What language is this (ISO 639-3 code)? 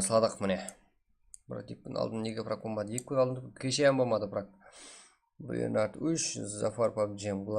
kaa